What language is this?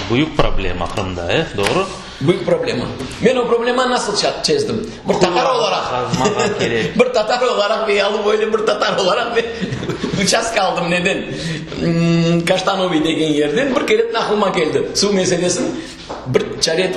Crimean Tatar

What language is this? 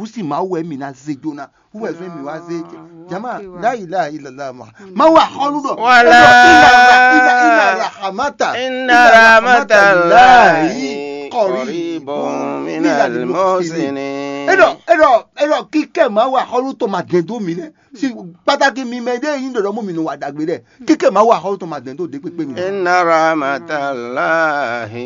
Fon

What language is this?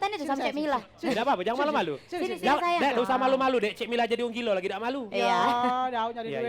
Musi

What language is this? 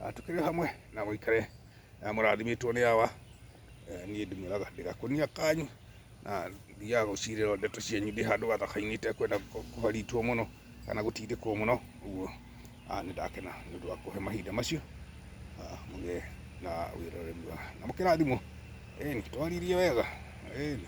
Kikuyu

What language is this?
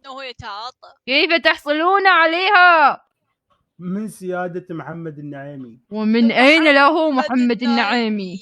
Mesopotamian Arabic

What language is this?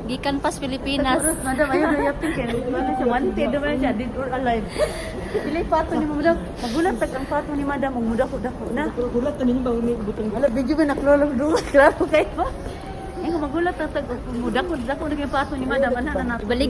Cebuano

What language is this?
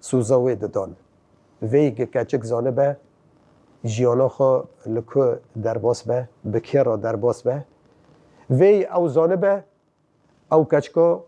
Kurdish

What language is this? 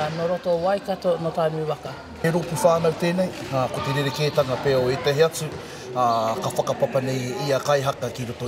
Māori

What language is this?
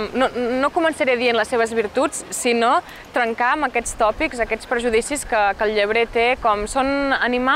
Catalan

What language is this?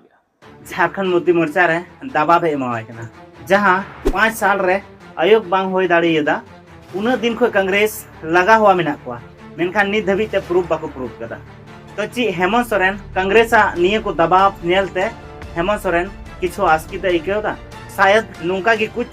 Santali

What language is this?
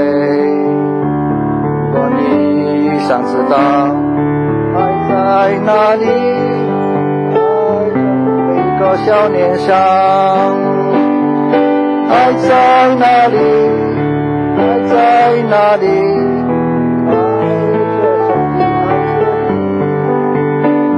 Chinese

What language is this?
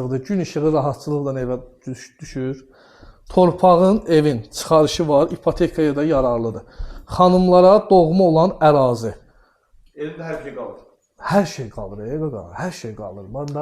Azerbaijani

